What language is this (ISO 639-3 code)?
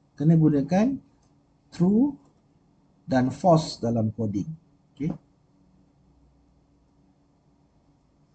msa